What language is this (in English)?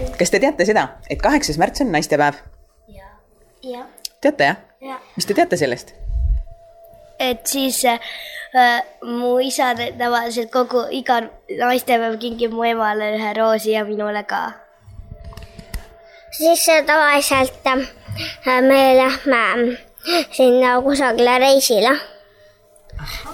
Estonian